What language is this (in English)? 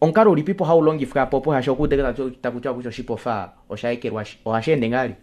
Kuanyama